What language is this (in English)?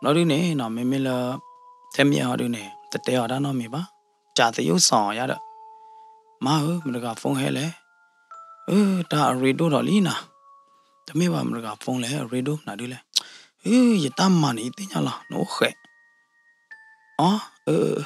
S'gaw Karen